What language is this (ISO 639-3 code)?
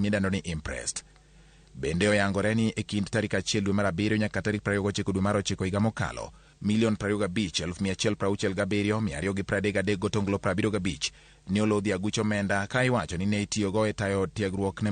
luo